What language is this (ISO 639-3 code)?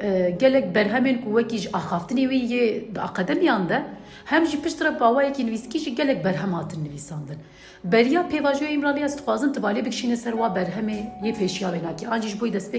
kur